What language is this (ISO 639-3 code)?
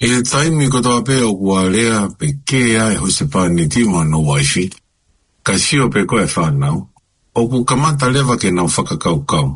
ton